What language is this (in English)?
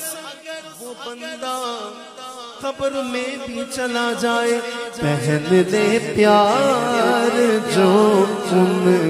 Urdu